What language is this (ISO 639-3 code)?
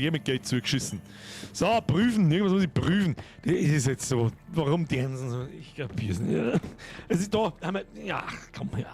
bar